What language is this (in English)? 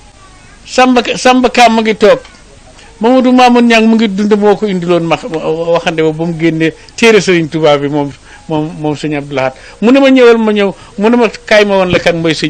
Wolof